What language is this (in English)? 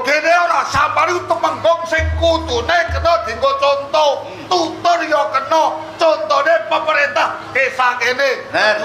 Javanese